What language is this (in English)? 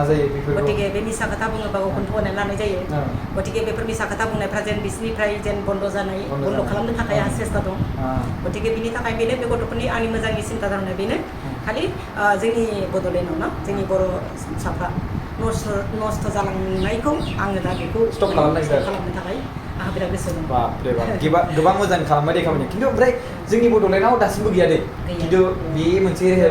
Bodo